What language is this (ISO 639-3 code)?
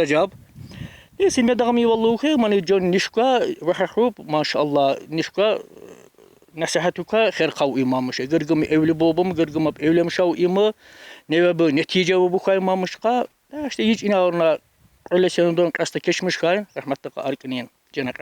tkr